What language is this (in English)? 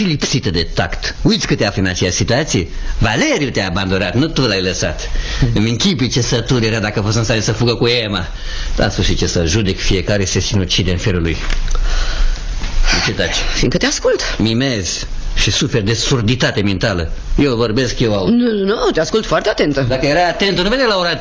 Romanian